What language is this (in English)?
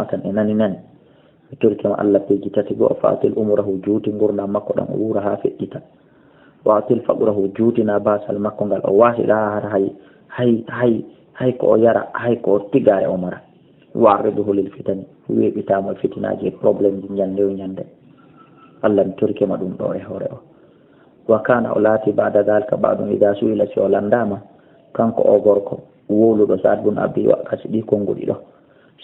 Fula